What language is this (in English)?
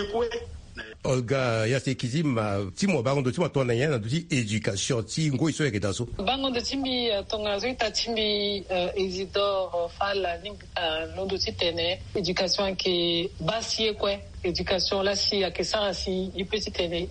Sango